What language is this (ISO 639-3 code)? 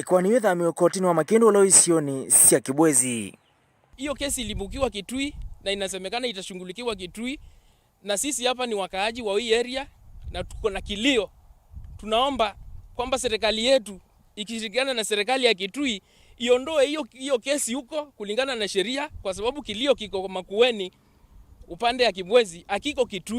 kam